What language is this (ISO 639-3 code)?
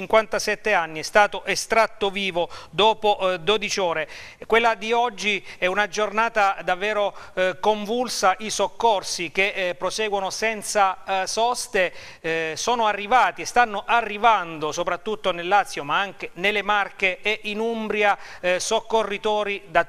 ita